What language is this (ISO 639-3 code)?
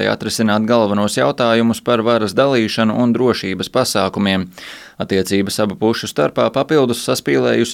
lav